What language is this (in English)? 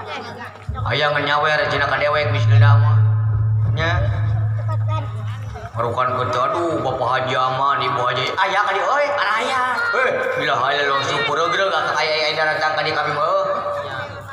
Sundanese